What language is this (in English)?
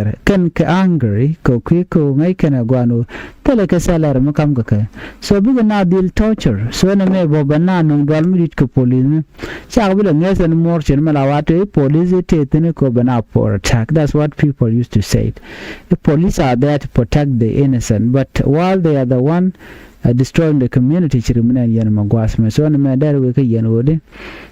Nuer